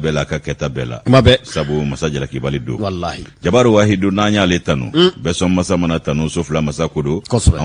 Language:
Bambara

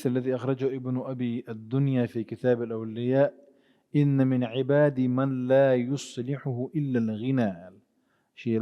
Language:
Chechen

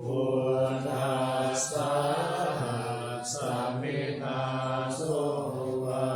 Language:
Pali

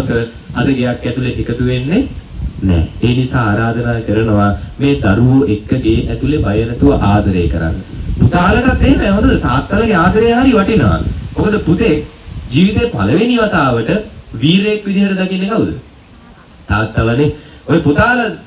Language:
Sinhala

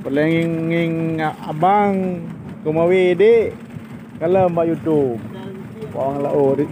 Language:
Achinese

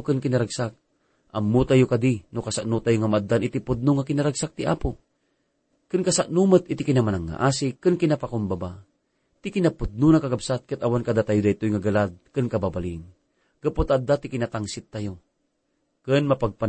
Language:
Iloko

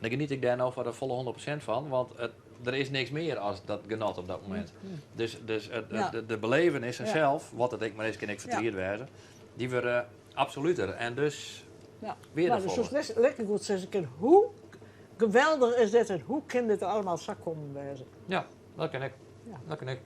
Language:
Western Frisian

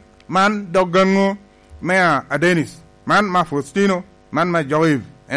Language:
Lango (Uganda)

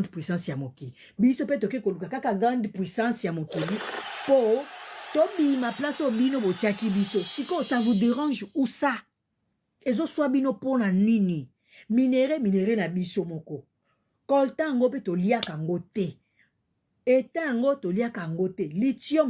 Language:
Lingala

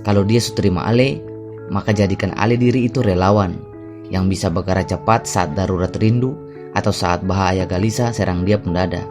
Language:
Ambonese Malay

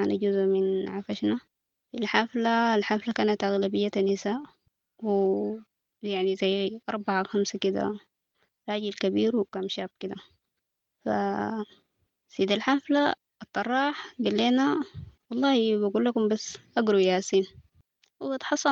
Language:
Sudanese Arabic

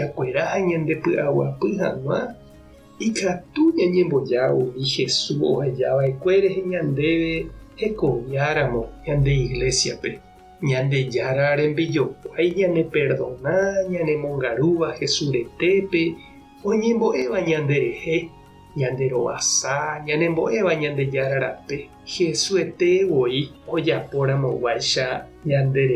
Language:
Guarani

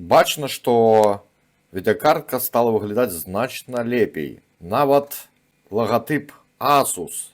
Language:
Belarusian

